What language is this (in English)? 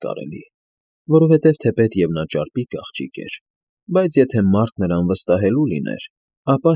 Armenian